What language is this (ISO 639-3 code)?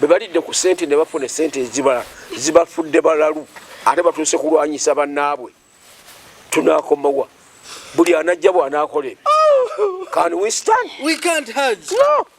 lug